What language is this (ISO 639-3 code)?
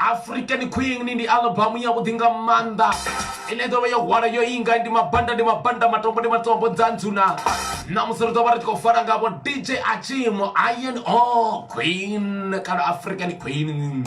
ven